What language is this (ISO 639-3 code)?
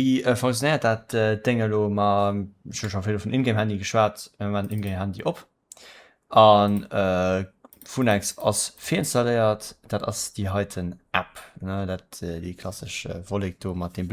ltz